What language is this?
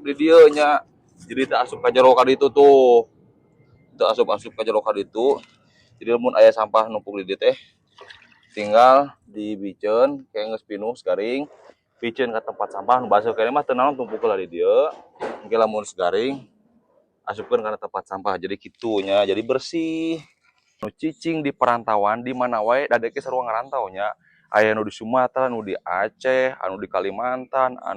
Sundanese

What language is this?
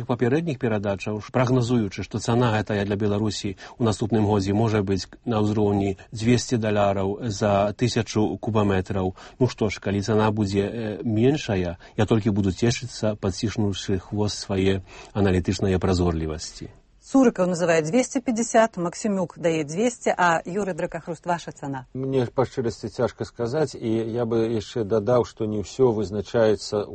Belarusian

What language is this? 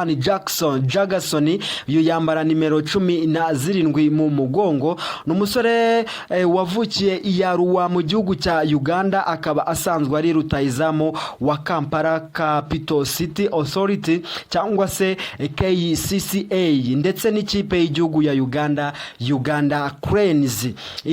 Kinyarwanda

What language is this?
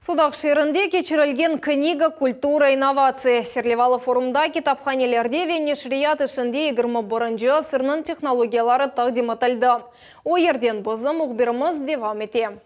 Crimean Tatar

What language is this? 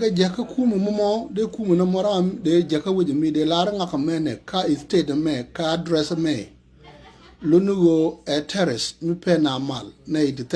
Nuer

